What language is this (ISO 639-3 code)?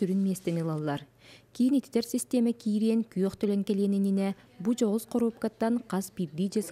sah